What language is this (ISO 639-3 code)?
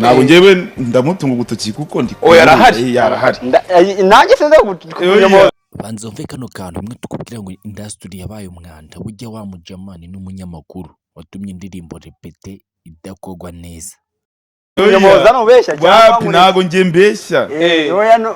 kin